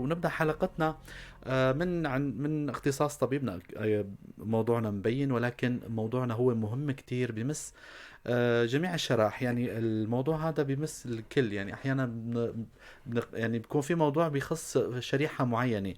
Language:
North Levantine Arabic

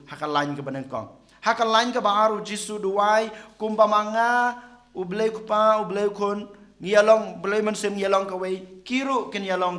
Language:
Khasi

